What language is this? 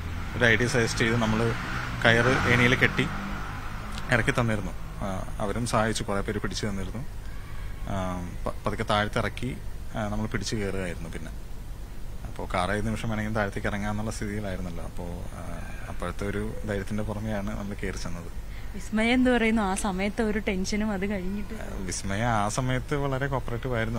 Malayalam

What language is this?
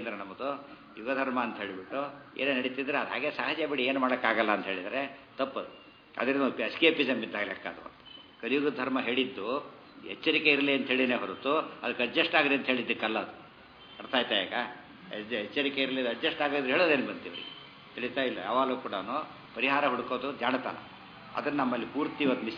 Kannada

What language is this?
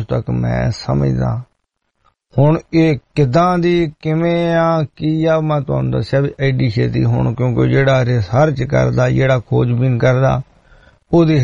Punjabi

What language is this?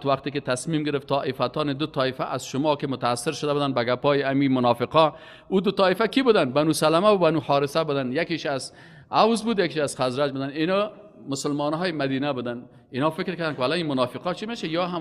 Persian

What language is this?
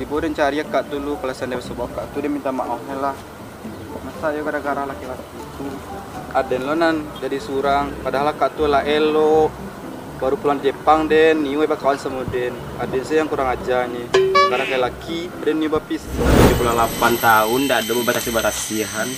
Minangkabau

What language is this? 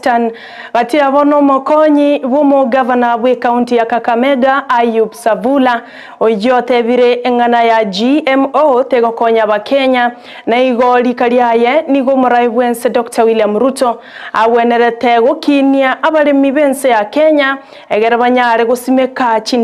Gusii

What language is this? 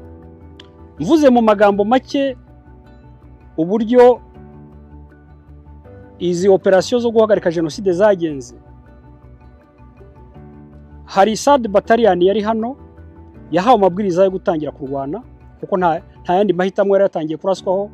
Kinyarwanda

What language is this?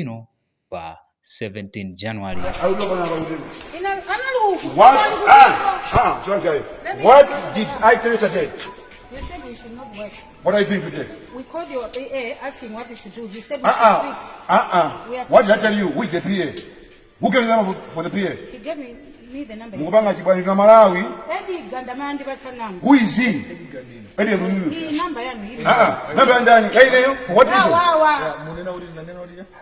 Nyanja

